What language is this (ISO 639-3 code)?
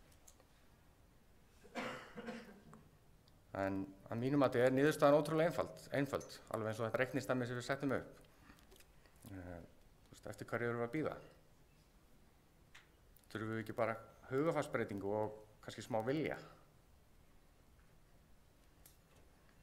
isl